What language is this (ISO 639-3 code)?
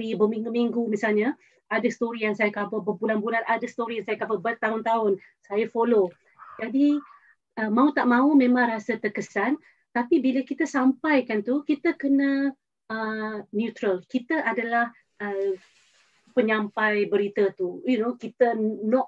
msa